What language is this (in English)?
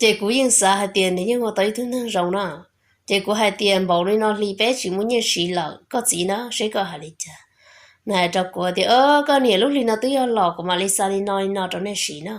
Hmong